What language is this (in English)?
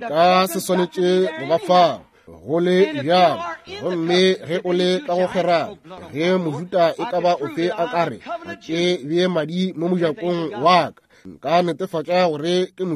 Northern Sotho